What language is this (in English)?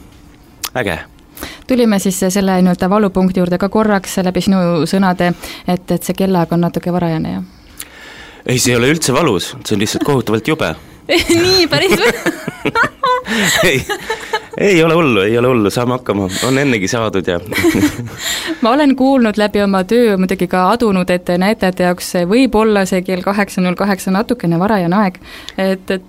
Estonian